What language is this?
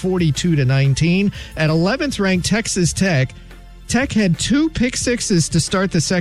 English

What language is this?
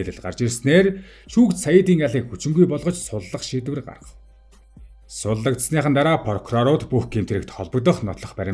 Mongolian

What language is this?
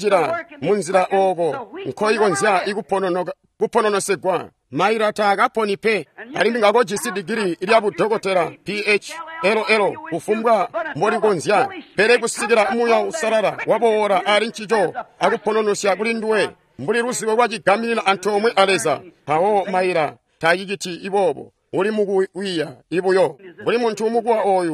Tonga (Zambia)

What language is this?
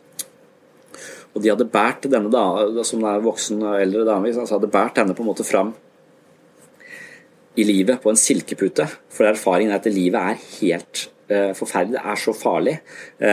Norwegian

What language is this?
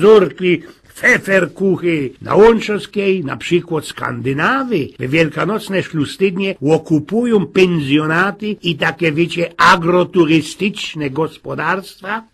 Silesian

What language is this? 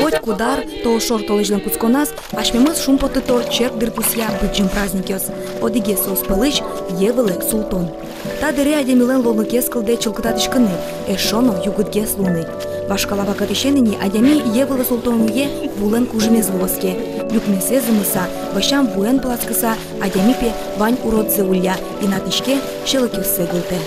Udmurt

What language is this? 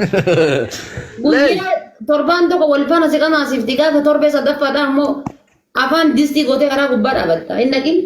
Oromo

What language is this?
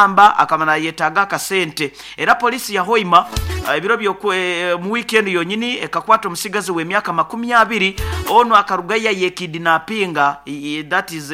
Nyoro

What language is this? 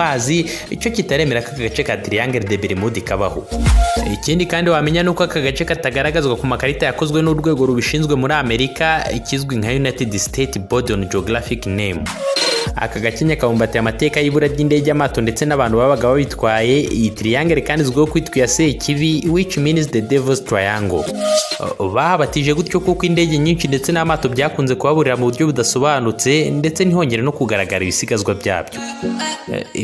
Kinyarwanda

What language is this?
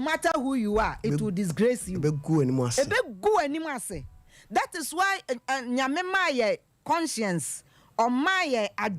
Akan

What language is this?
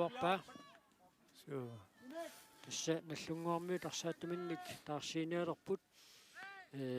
Kalaallisut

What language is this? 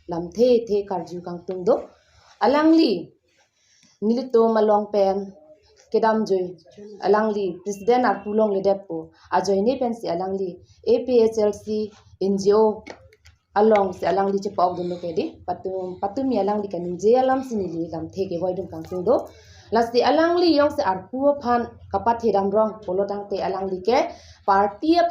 Karbi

